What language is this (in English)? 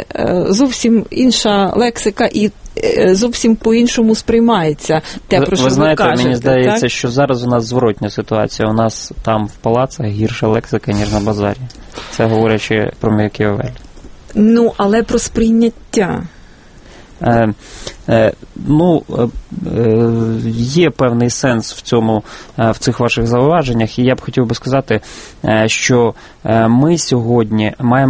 Ukrainian